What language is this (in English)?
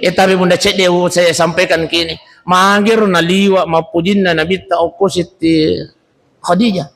Buginese